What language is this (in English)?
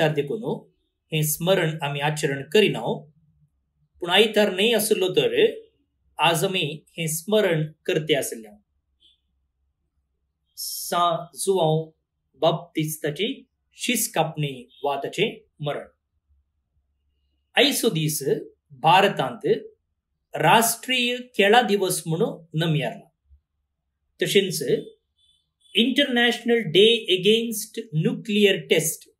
Konkani